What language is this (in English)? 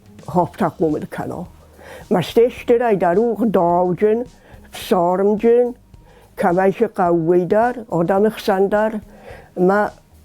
Ossetic